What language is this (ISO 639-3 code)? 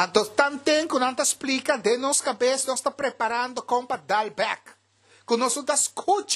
pap